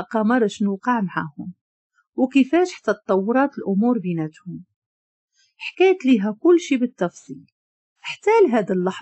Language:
Moroccan Arabic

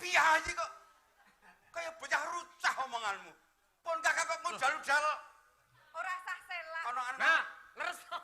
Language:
Javanese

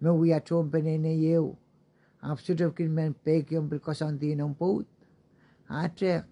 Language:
Pohnpeian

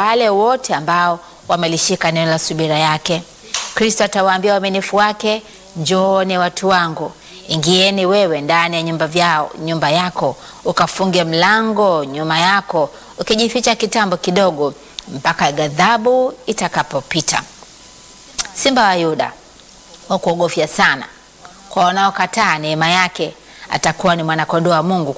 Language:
Swahili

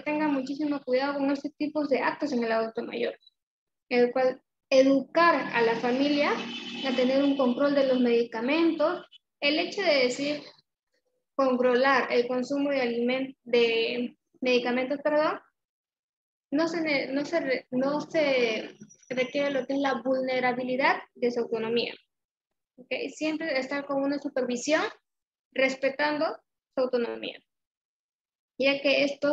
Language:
Spanish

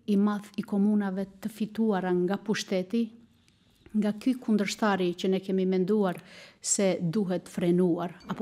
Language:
Albanian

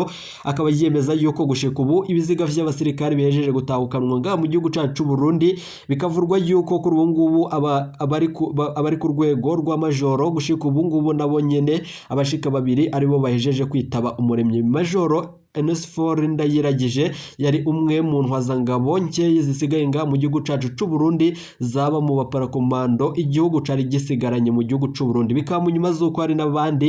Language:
Rundi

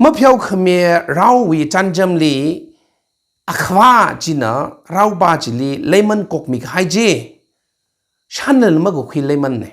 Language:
Tangkhul Naga (India)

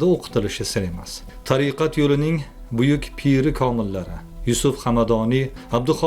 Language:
Uzbek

